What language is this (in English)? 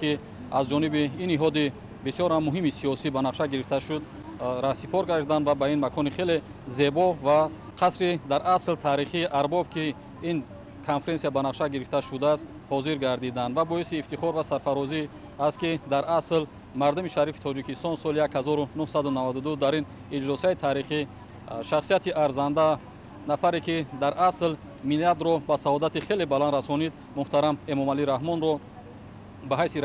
Tajik